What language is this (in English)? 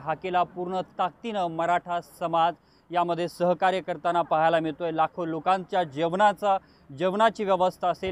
Marathi